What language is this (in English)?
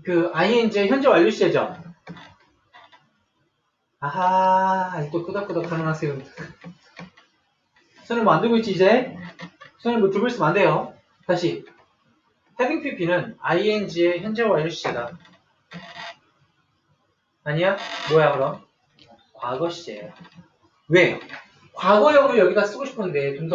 Korean